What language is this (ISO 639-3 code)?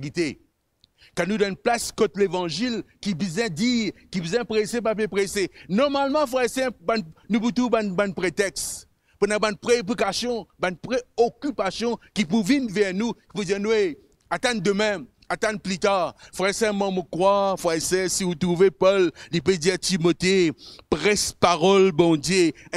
mfe